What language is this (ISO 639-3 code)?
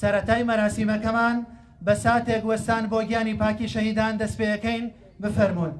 ckb